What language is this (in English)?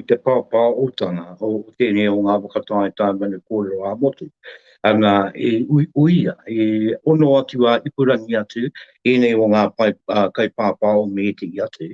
Māori